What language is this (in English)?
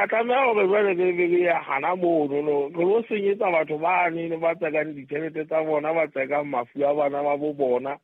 Southern Sotho